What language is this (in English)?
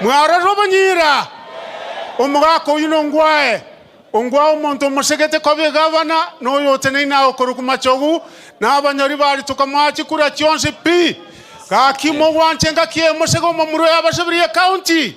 Gusii